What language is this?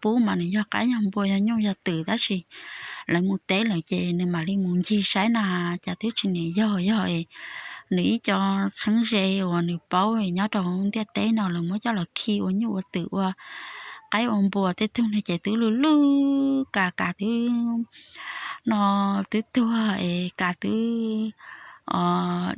Hmong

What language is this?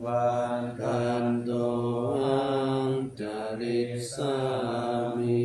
Pali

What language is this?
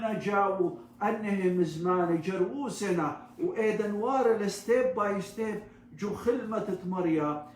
Assyrian Neo-Aramaic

